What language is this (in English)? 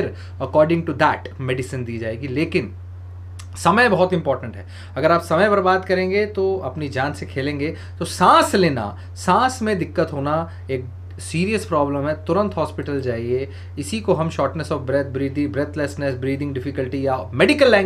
Hindi